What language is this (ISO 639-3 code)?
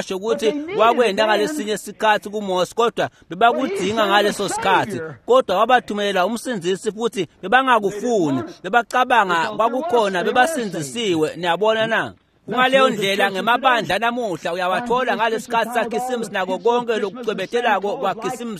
ssw